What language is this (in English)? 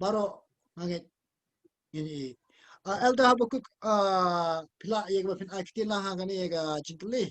Khasi